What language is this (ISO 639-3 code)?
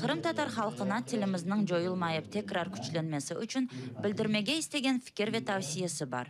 crh